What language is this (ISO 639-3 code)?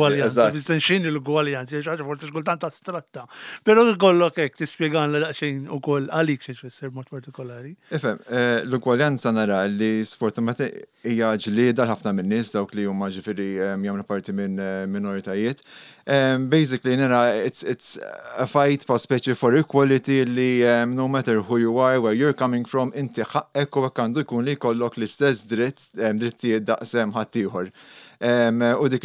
mlt